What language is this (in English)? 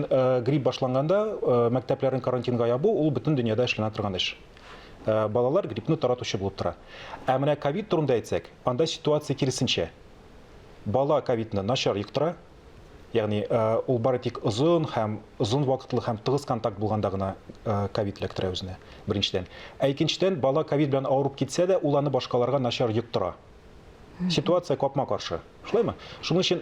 Tatar